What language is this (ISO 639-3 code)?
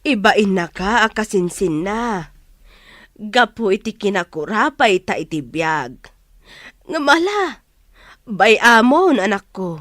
ilo